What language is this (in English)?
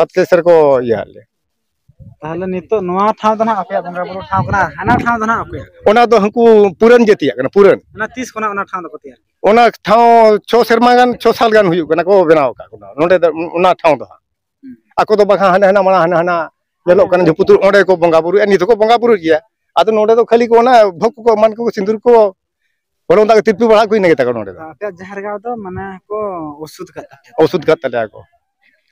Santali